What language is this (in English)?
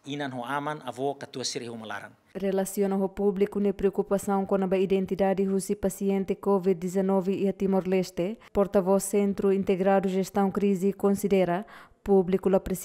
Tetum